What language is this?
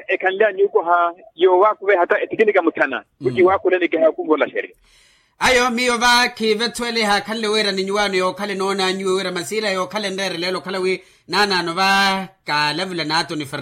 Makhuwa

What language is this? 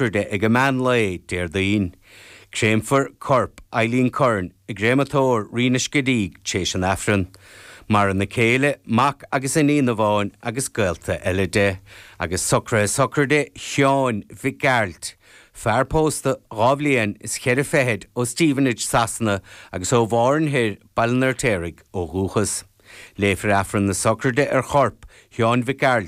Irish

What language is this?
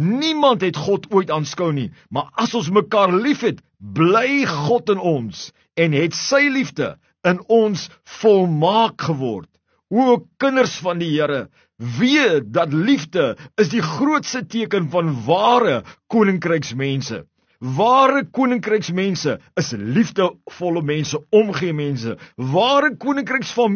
Afrikaans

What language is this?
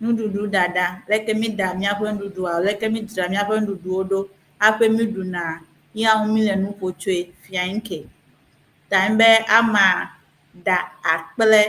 Ewe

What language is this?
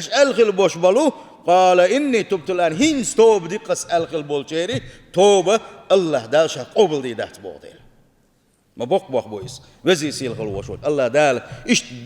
Chechen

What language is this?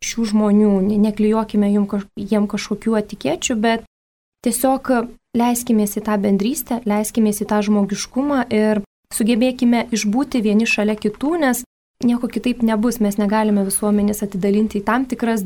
Lithuanian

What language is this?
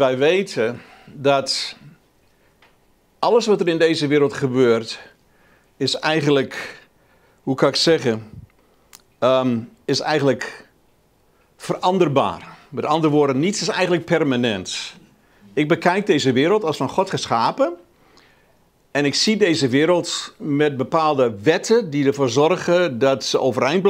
Dutch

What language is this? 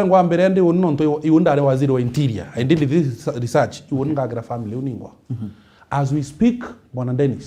Meru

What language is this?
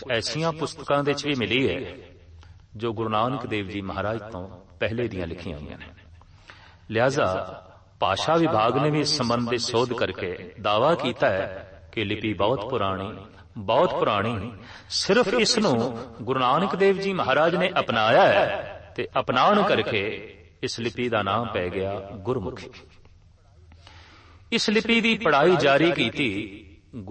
Punjabi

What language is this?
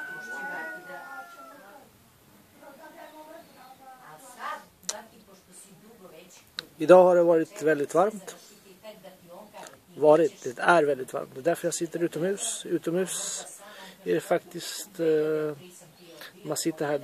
Swedish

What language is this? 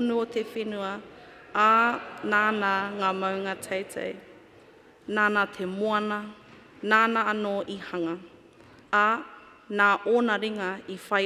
Māori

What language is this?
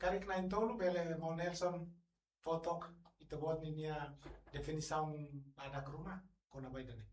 Tetum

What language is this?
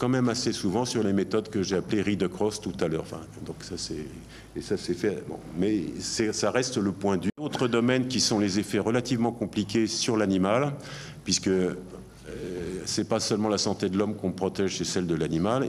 French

